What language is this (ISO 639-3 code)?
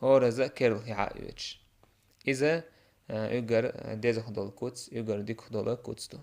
che